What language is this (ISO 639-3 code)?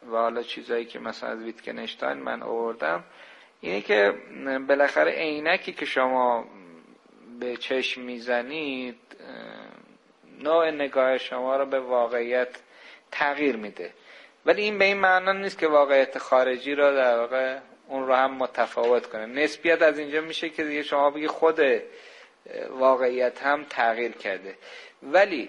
fas